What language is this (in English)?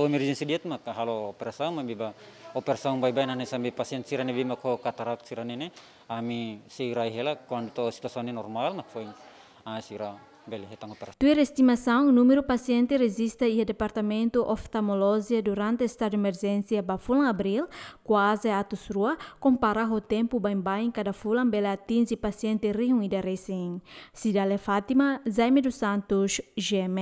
Tetum